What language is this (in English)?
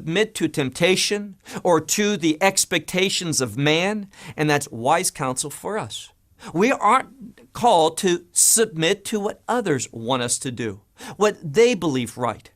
English